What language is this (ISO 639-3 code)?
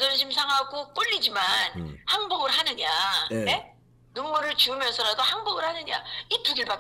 kor